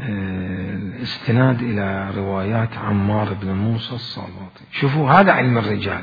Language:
Mesopotamian Arabic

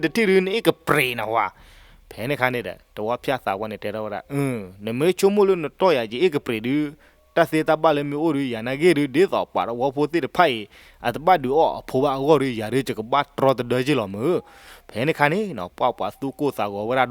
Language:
S'gaw Karen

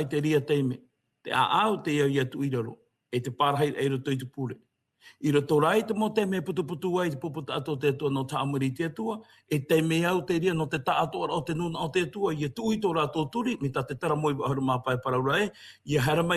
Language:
Tahitian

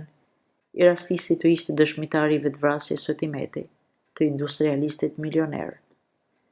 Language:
Albanian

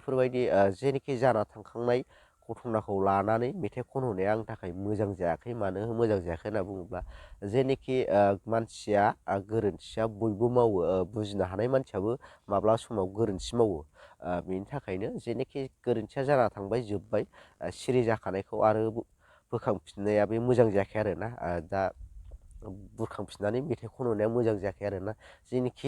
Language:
Bodo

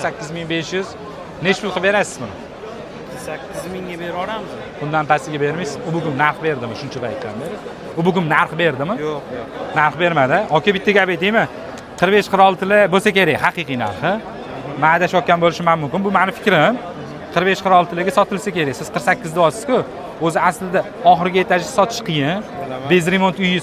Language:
Uzbek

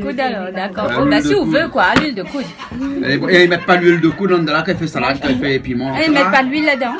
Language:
Réunion Creole French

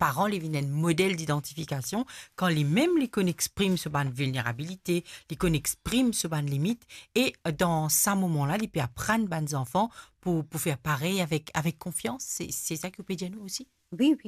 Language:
Morisyen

